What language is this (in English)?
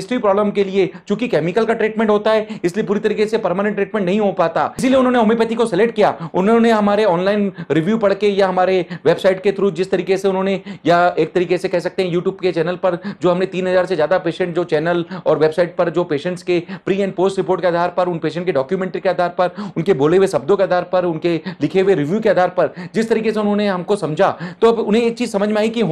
Hindi